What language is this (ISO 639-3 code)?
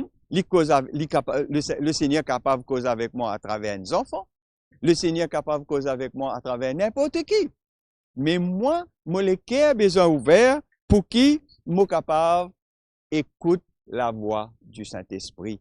mfe